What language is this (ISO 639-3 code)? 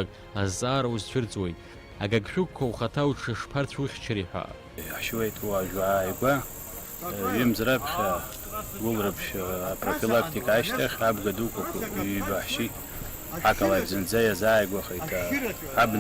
abk